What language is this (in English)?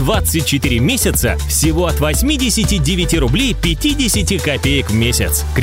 Russian